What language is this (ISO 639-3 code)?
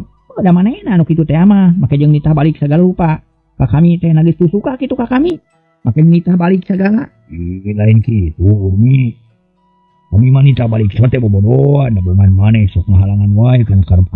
sun